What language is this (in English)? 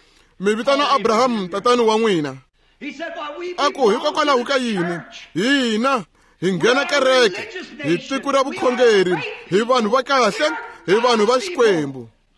Tsonga